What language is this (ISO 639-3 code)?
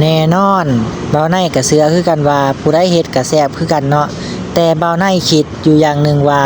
lao